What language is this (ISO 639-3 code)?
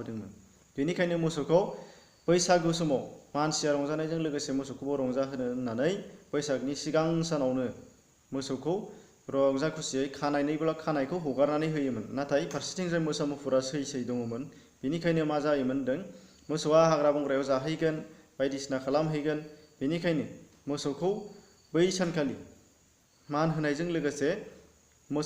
brx